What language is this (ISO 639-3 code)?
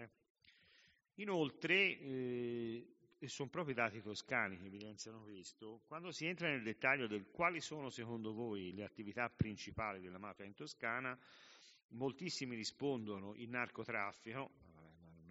ita